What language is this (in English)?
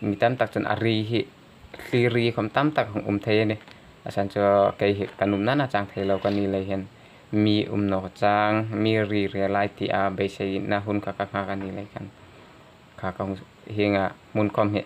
Hmar